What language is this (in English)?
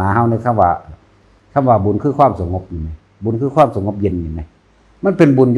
Lao